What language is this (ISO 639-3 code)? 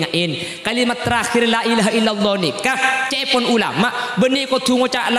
mad